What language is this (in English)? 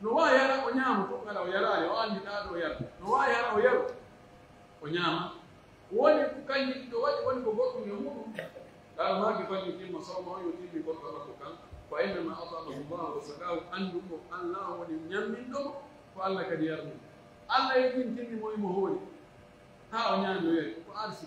Pular